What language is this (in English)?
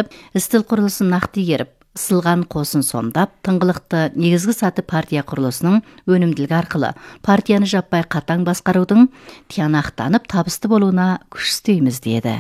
Kazakh